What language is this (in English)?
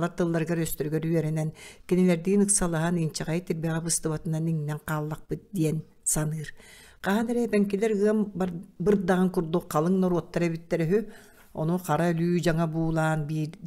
Yakut